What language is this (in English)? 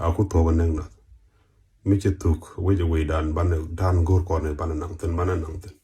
Nuer